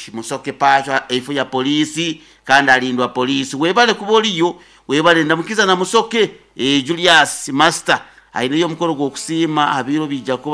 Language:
Nyoro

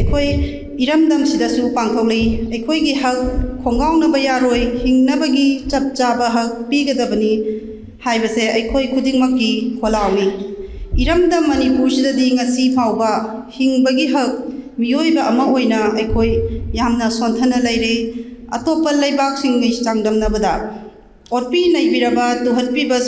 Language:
Manipuri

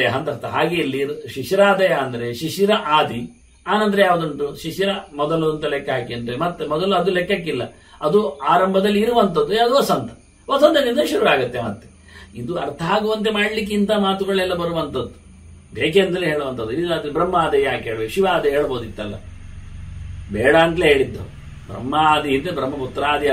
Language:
Kannada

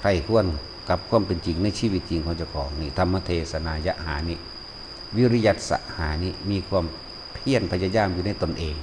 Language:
Northeastern Thai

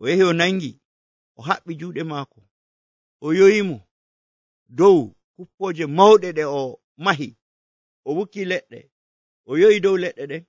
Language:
Nigerian Fulfulde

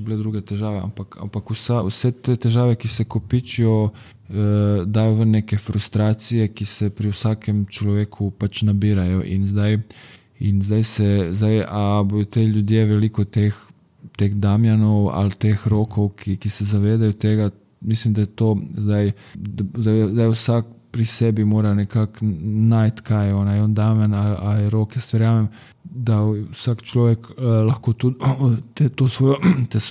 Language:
Slovenian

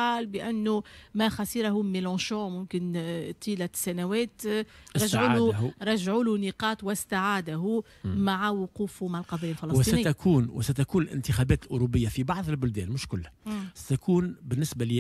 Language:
Tunisian Arabic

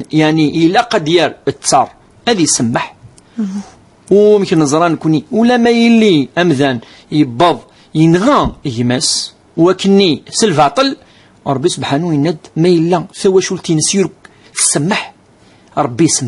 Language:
Kabyle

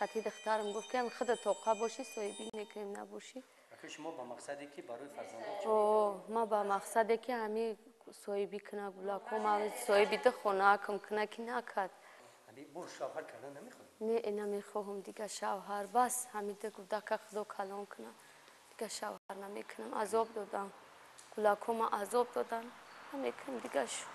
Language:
Tajik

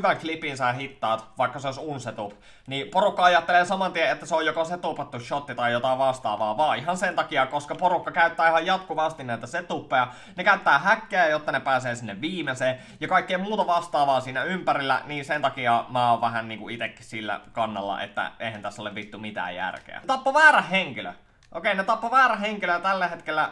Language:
Finnish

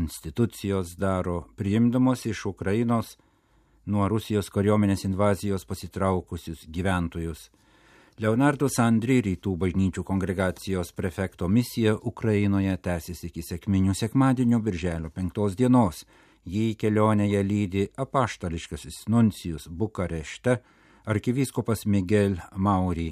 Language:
Lithuanian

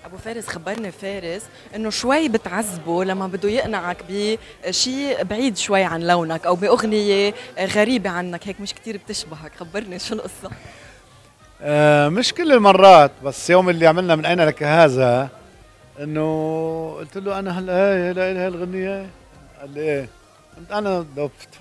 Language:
North Levantine Arabic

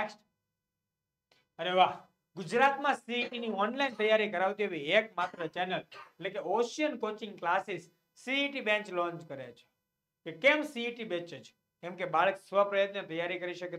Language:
Gujarati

